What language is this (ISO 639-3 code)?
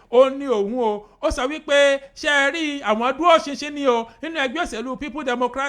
yor